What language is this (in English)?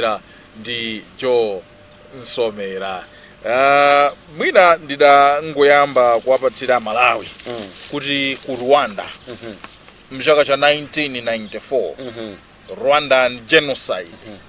Nyanja